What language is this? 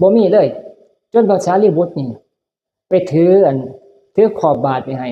Northeastern Thai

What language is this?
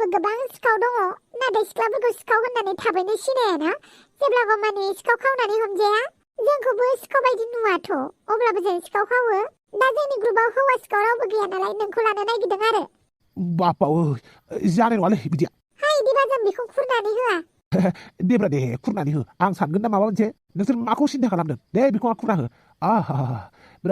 Bodo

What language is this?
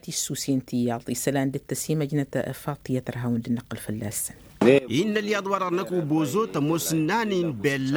Tamasheq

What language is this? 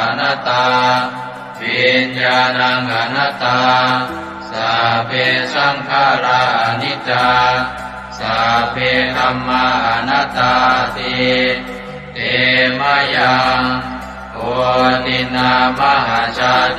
Pali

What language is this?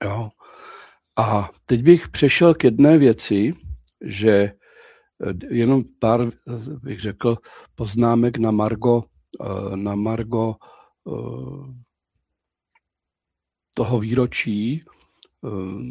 Czech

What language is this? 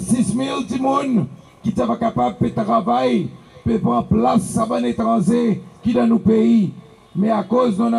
Seselwa Creole French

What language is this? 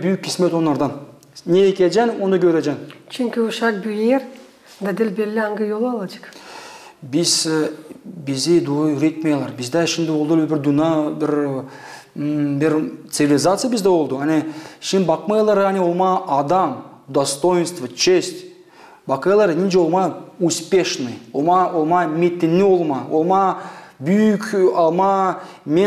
Gagauz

